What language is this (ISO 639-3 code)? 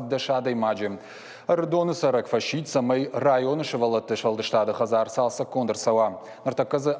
oss